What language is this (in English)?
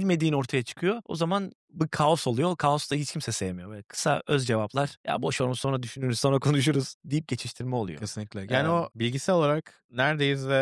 Turkish